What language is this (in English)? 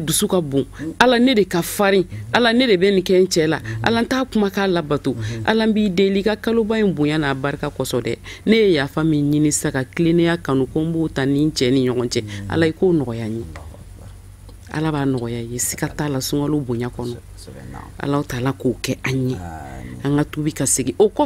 Bambara